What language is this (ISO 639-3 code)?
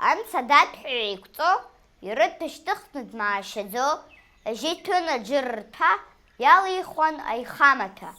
abk